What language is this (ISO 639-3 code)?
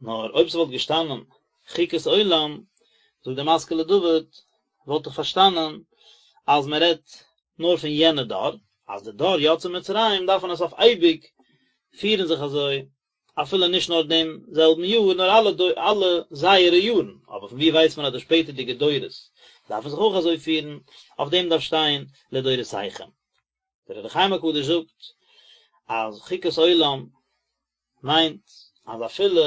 yid